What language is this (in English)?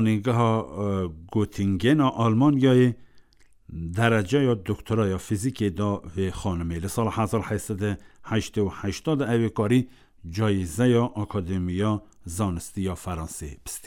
Kurdish